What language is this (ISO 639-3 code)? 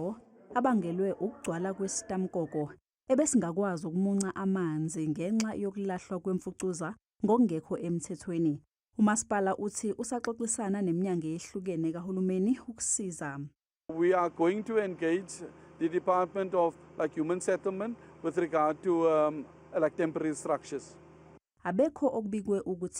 zul